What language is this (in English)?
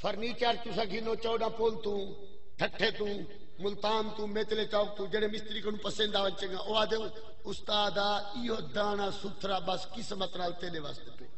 Saraiki